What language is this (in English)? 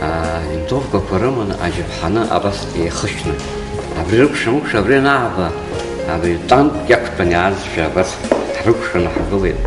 Abkhazian